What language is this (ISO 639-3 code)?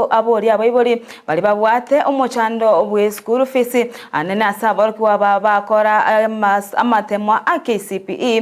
guz